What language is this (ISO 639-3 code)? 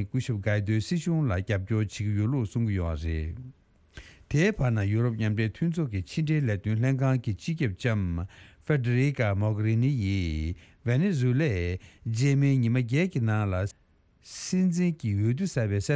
bod